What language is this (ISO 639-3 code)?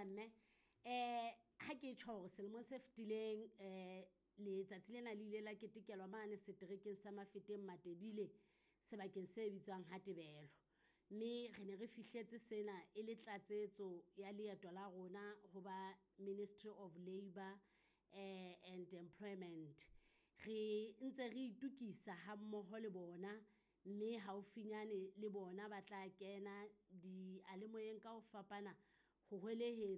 sot